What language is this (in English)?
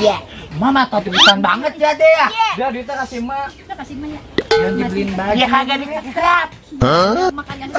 Betawi